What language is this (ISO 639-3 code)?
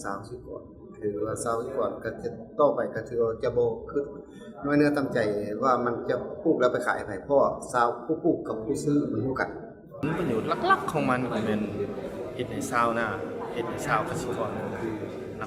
lao